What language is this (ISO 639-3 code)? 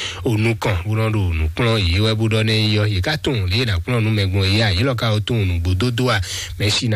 fon